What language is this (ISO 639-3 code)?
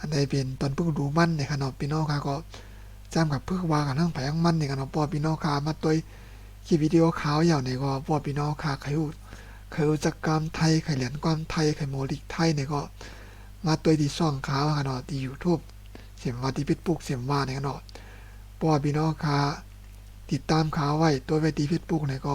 shn